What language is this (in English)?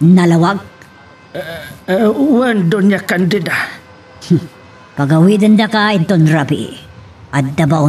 Iloko